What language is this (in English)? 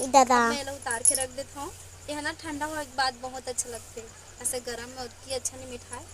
Chhattisgarhi